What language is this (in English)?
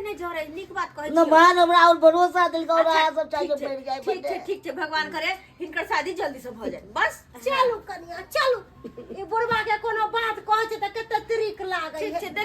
Maithili